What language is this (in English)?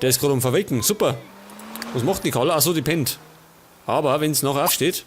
Bavarian